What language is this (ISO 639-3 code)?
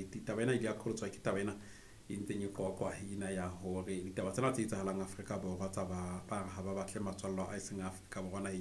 sot